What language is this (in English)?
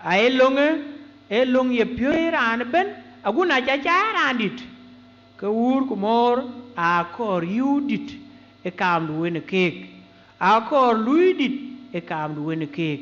Dinka